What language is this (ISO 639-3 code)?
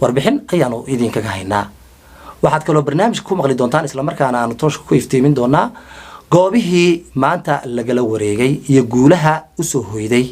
som